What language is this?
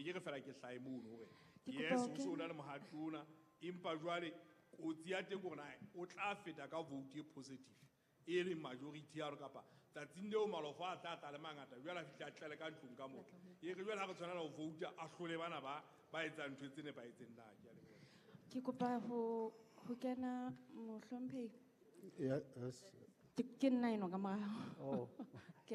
Southern Sotho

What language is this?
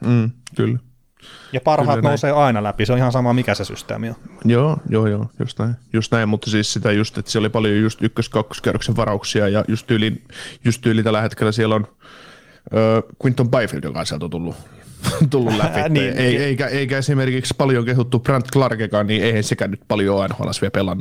Finnish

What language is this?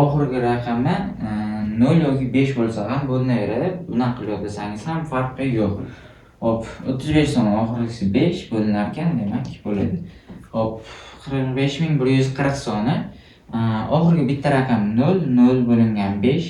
Uzbek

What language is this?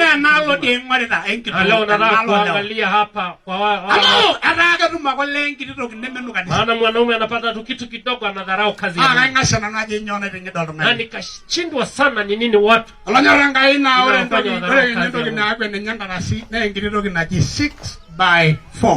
Masai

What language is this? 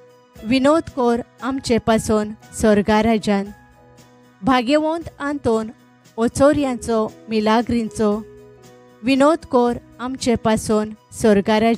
Konkani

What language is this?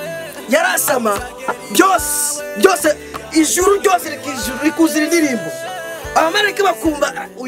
Kinyarwanda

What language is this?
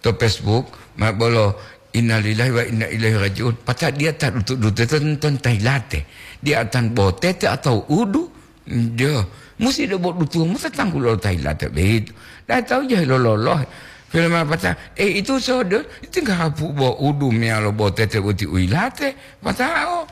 Gorontalo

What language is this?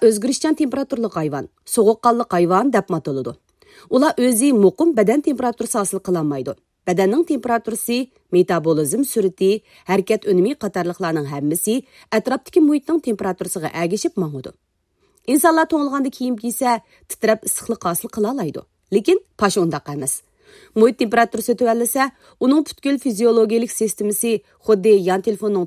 Uyghur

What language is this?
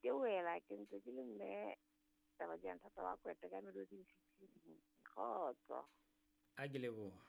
Southern Sotho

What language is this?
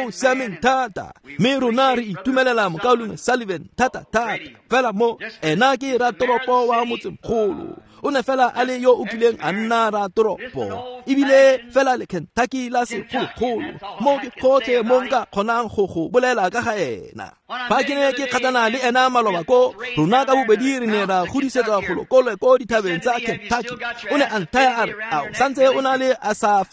Tswana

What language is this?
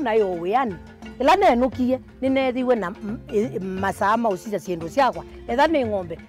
Kamba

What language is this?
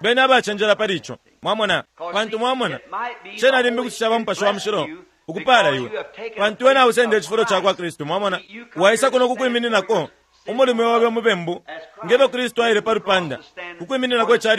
Bemba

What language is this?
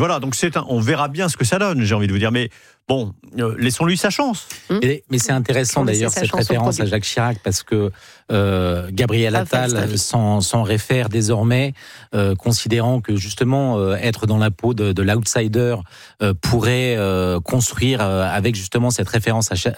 French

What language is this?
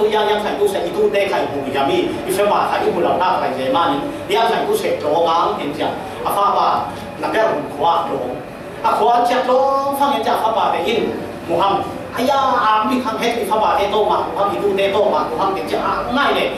Falam Chin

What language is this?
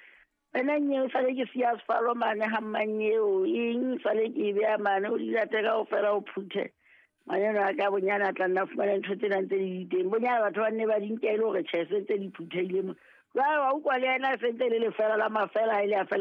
Southern Sotho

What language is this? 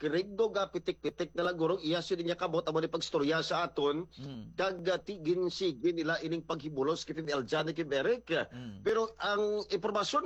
Hiligaynon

